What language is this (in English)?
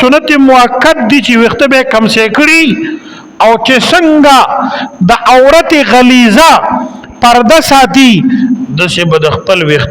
Pashto